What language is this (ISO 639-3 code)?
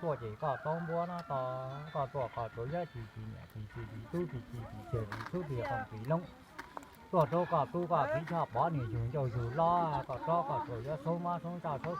hmn